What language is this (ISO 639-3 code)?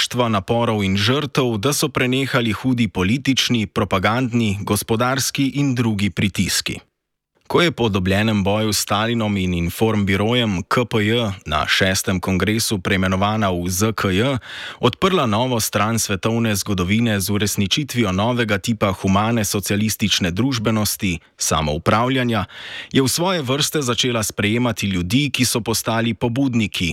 slv